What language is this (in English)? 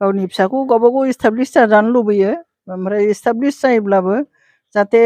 Bodo